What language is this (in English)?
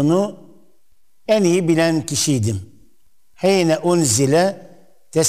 Turkish